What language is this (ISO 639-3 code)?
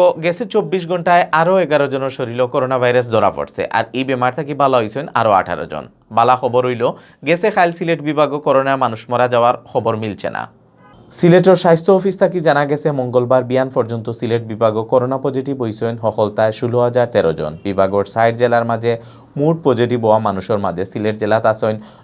syl